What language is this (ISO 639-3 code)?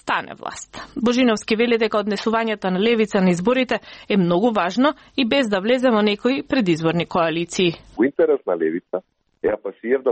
mkd